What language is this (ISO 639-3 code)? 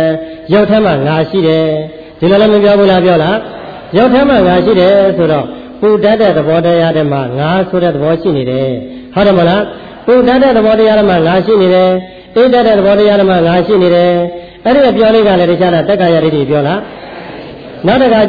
mya